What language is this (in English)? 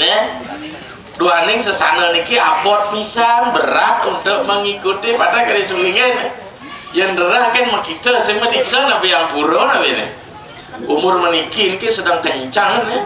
Balinese